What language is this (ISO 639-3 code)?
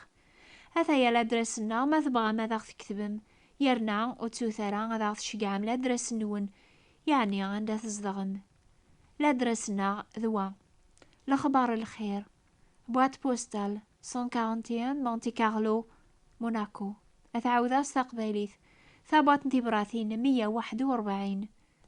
kab